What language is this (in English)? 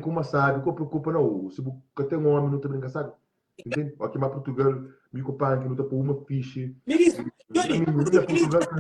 Kabuverdianu